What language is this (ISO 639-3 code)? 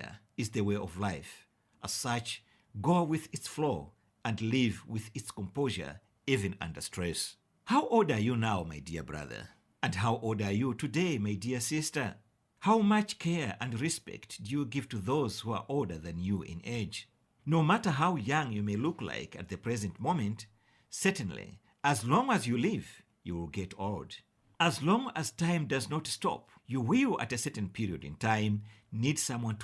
eng